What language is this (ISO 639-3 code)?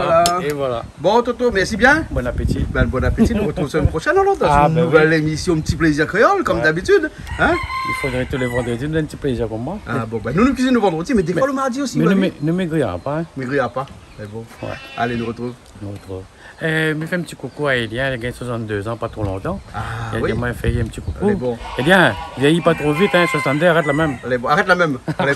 rcf